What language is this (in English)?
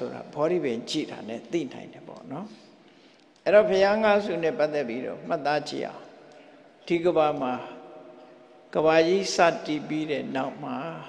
Burmese